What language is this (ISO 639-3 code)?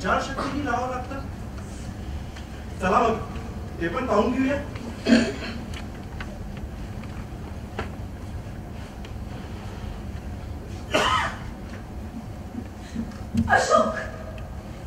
mar